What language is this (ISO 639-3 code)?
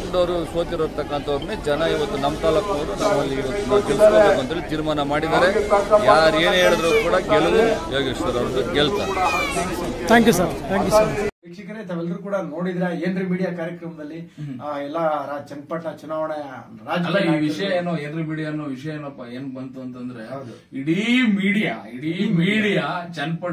kan